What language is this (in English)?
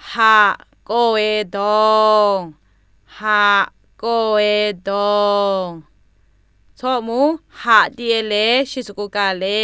Zaiwa